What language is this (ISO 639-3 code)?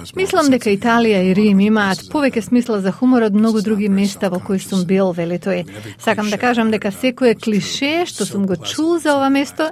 mkd